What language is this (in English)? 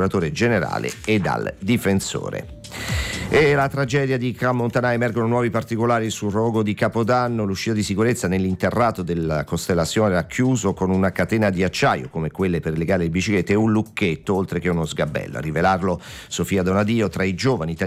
Italian